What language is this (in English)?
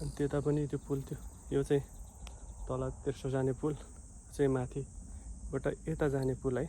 Nepali